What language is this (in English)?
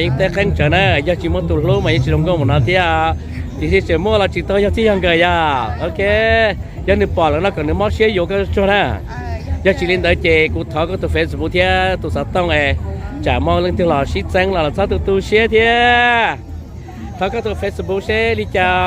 Hmong